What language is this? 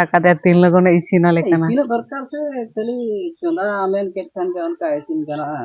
Santali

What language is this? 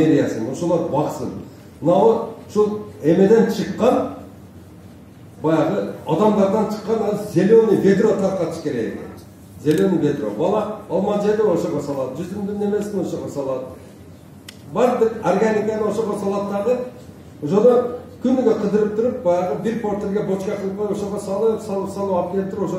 Kyrgyz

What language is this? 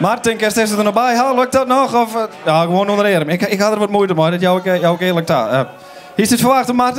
Western Frisian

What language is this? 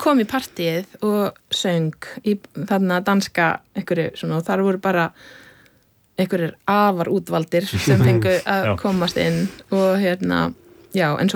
Icelandic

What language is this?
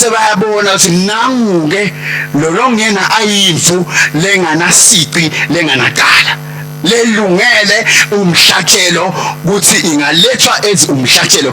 Swati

